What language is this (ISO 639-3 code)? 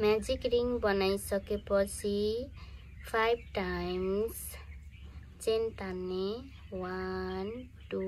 nep